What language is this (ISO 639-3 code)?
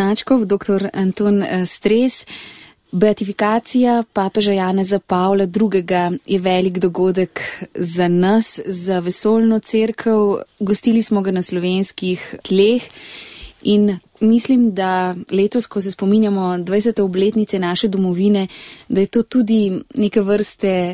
slv